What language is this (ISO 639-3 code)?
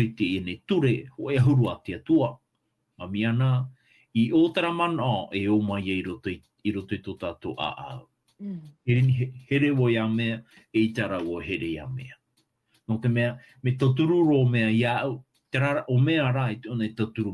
tah